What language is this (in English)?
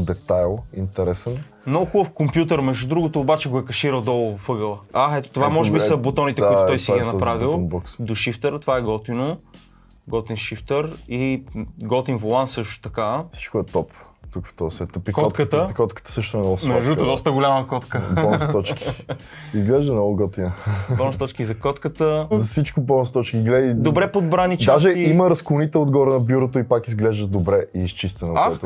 Bulgarian